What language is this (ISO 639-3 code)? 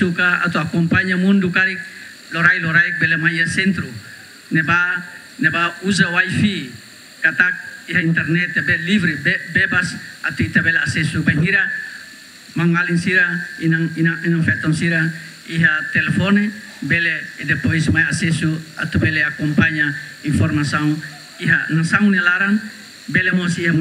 tet